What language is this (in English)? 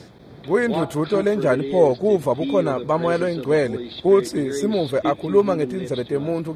Swati